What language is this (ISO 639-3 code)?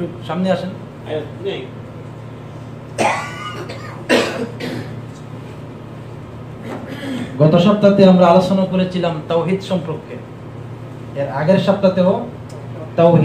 ben